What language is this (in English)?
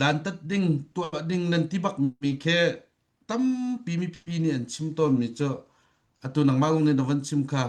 Hakha Chin